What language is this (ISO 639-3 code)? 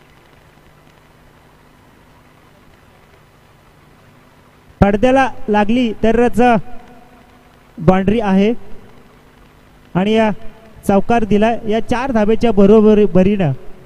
mar